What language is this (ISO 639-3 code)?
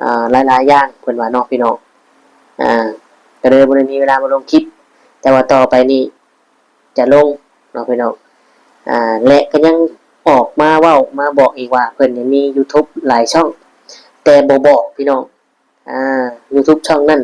tts